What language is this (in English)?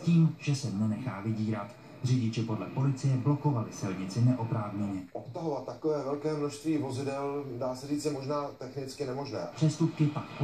Czech